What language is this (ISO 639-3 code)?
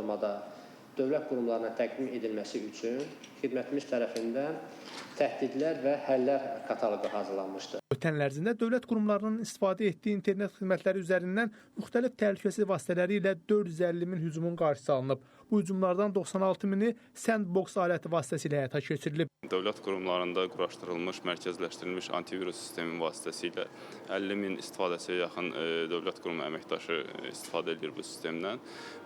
aze